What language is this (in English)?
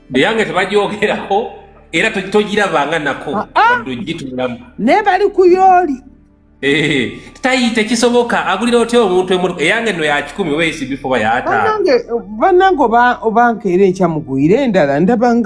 Ganda